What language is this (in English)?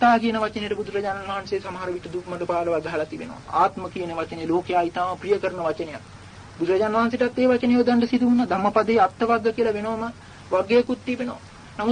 Sinhala